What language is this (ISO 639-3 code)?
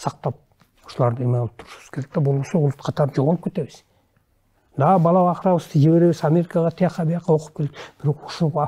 kir